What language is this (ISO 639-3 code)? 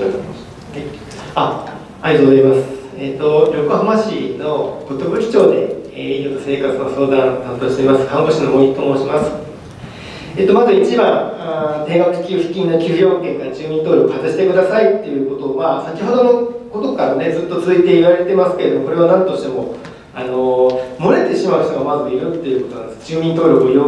jpn